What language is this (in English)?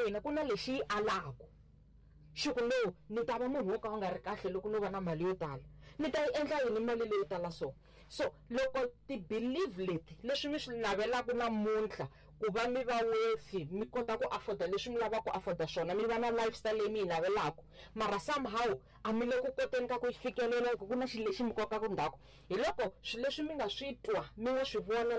Tsonga